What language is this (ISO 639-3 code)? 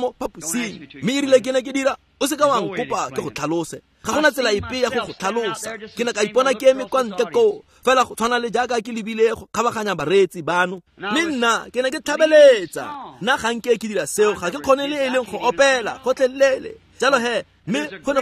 tsn